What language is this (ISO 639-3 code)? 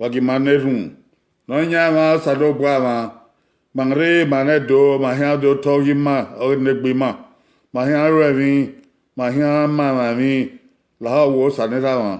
bin